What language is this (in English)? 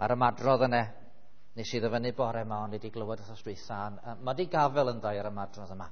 Welsh